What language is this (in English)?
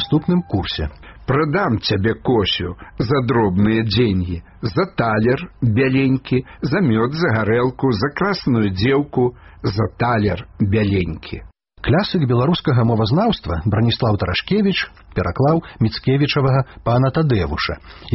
Belarusian